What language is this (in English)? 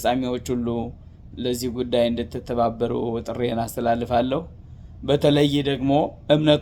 Amharic